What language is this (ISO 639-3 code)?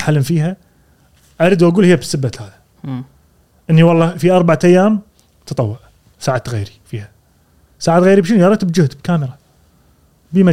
afb